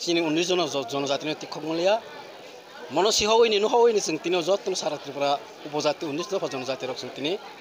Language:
Kok Borok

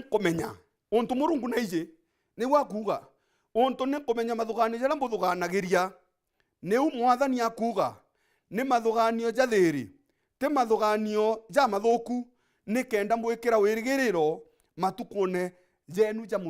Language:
Meru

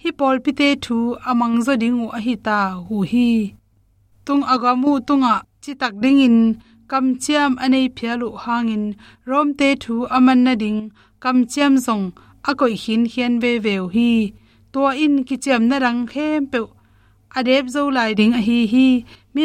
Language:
Tedim Chin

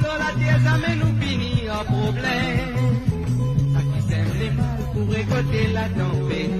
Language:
Morisyen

